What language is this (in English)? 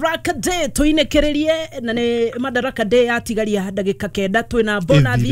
Kikuyu